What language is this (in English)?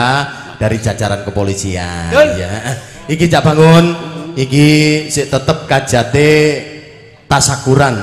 Javanese